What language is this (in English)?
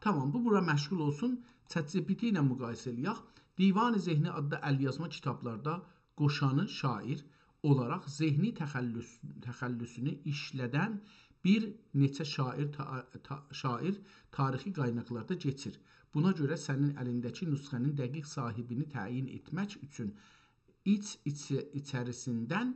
South Azerbaijani